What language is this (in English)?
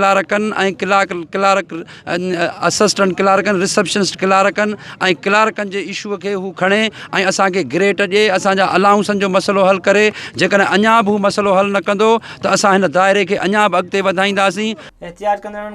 Sindhi